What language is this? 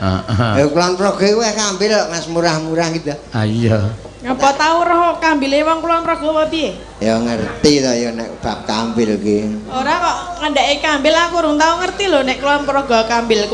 Javanese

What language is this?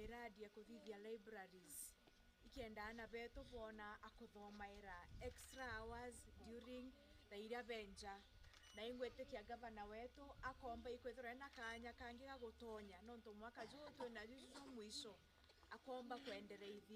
Meru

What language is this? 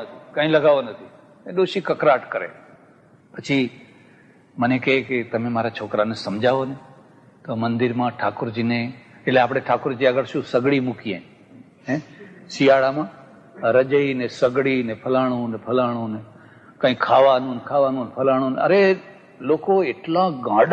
Gujarati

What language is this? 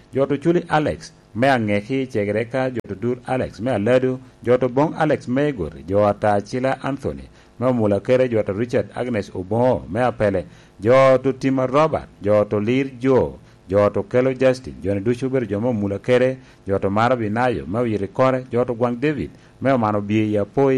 Lango (Uganda)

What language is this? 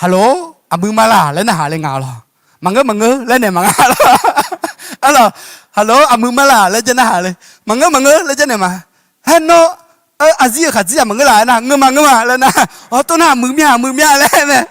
Akha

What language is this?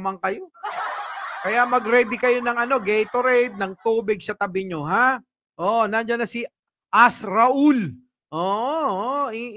Filipino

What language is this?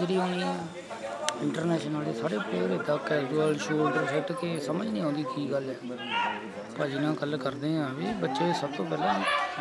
Punjabi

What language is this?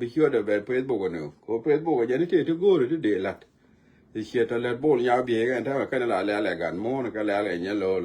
Nuer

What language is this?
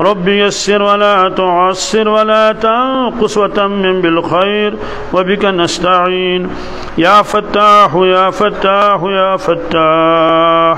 Kashmiri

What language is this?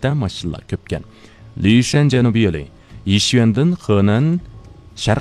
Uyghur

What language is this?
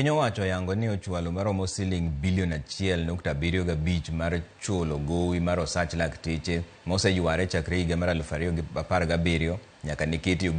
Luo (Kenya and Tanzania)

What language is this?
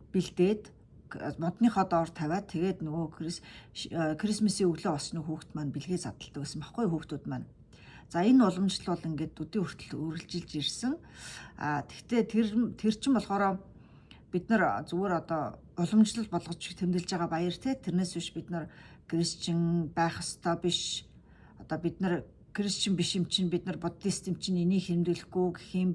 Mongolian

